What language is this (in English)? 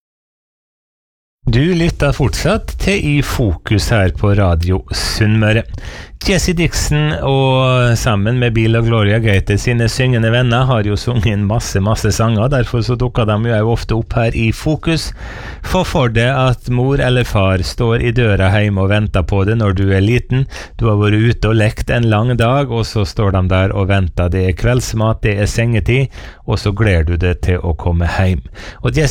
Norwegian